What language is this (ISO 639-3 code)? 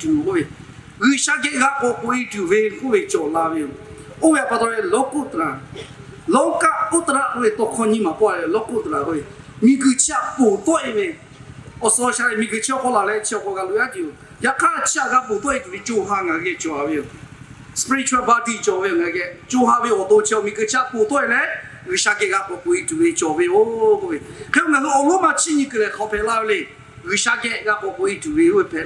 lhu